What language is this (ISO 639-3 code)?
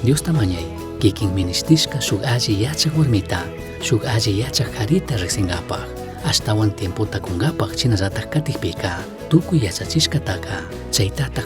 qug